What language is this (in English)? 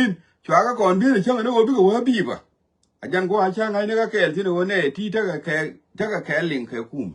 Nuer